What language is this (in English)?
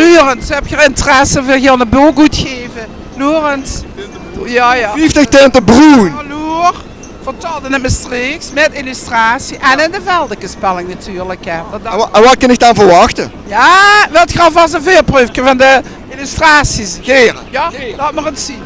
Limburgish